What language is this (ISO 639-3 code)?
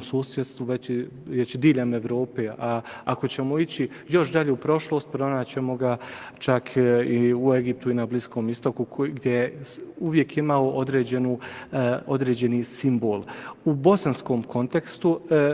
bos